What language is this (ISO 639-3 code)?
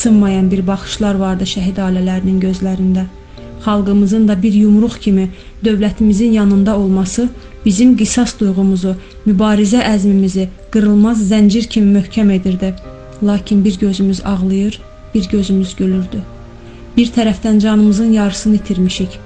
aze